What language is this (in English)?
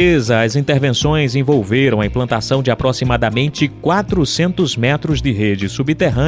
Portuguese